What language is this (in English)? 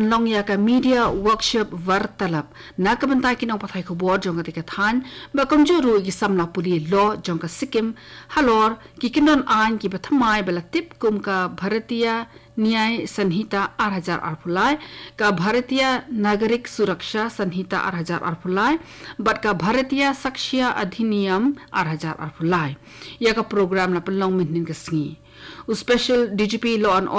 Khasi